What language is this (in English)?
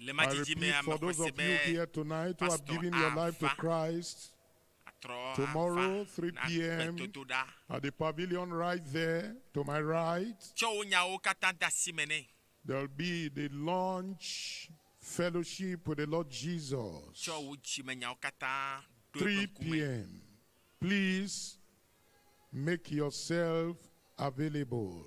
Ewe